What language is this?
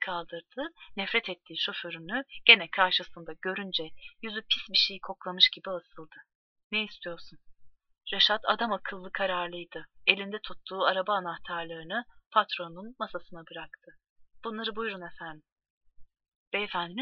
Turkish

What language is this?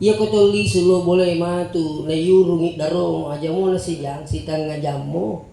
Buginese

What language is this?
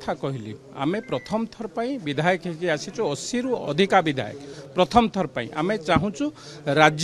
Odia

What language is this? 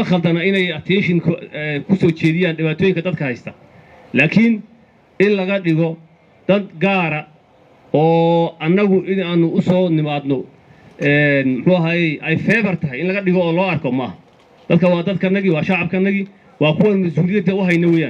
Somali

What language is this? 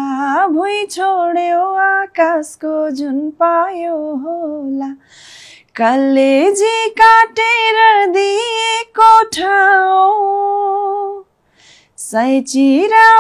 Nepali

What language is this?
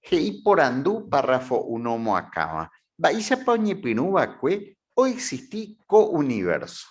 Guarani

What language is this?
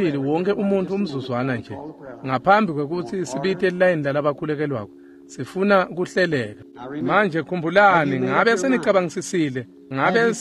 Swati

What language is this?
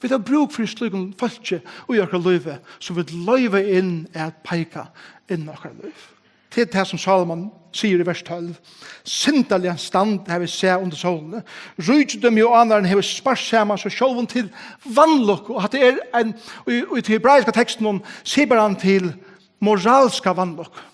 Faroese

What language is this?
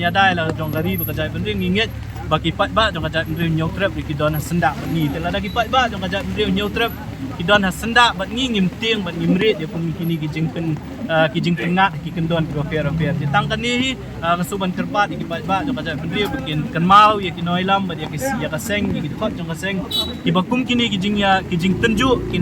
Khasi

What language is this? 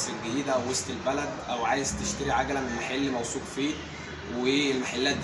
Egyptian Arabic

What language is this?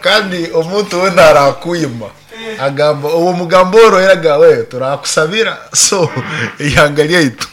Nyankole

